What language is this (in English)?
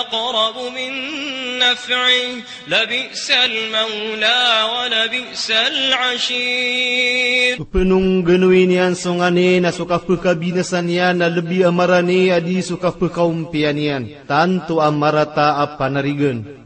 Maranao